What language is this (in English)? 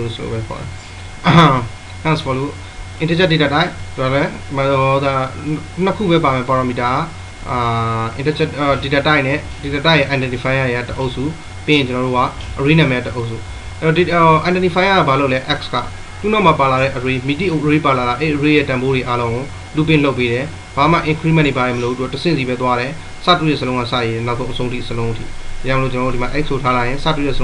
Burmese